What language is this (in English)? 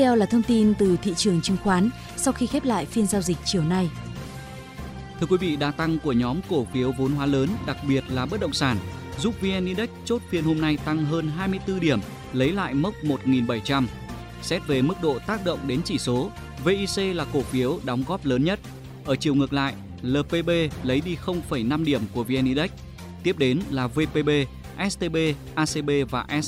Vietnamese